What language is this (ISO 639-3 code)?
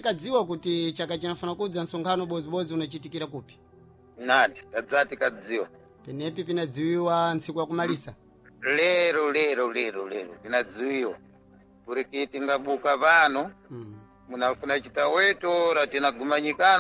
seh